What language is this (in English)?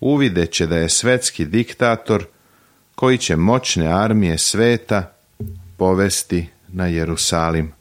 Serbian